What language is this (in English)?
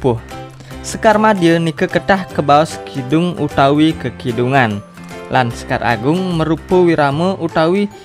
Balinese